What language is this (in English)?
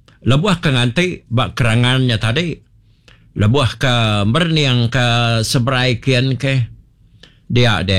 Iban